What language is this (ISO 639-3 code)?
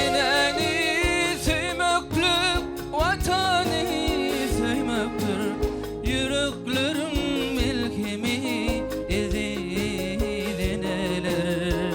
tuk